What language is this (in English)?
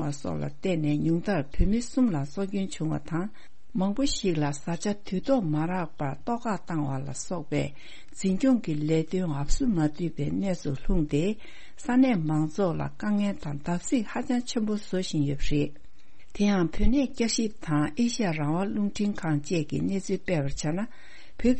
Tibetan